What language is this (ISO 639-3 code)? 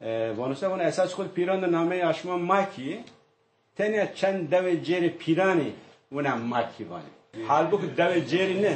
zza